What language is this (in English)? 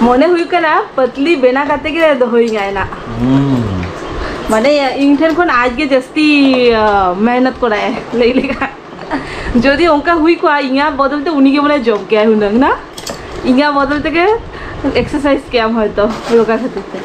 Santali